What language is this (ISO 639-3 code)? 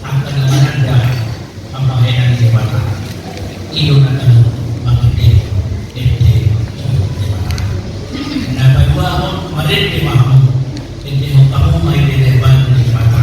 bbc